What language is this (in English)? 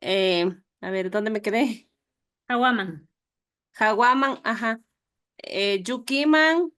Imbabura Highland Quichua